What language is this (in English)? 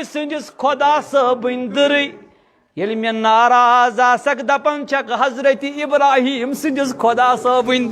Kashmiri